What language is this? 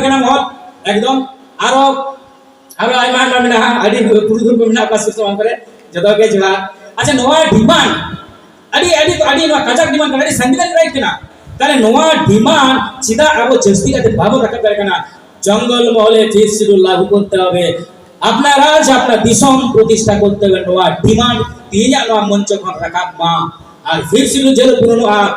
Santali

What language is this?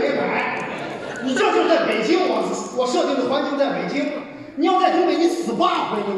Chinese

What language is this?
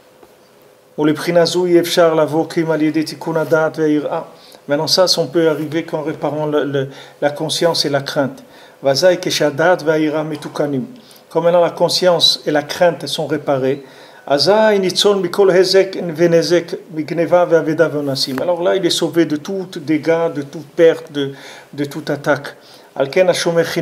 French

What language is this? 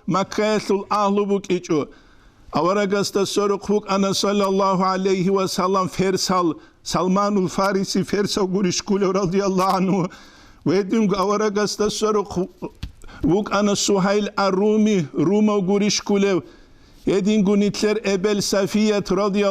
Avaric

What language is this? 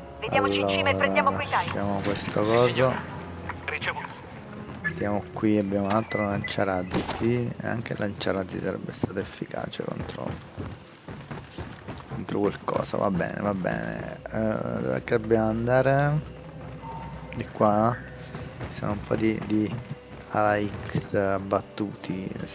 Italian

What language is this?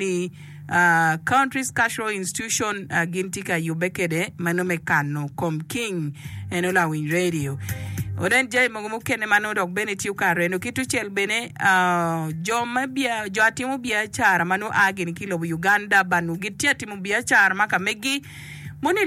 Acoli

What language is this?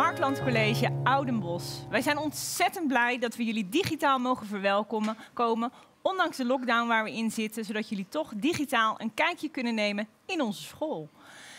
Dutch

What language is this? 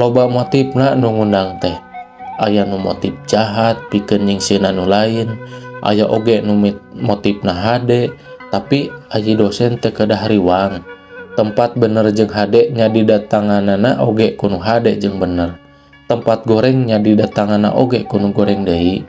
Sundanese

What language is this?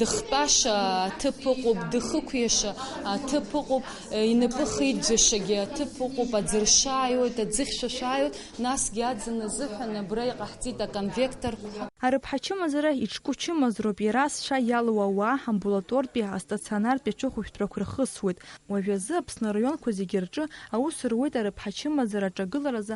Abkhazian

